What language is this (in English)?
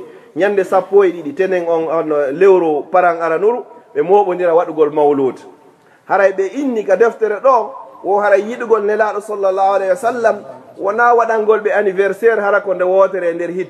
Fula